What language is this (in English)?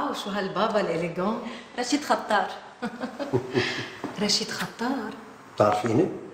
North Levantine Arabic